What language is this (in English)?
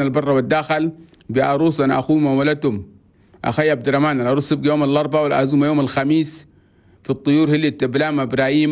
Chadian Arabic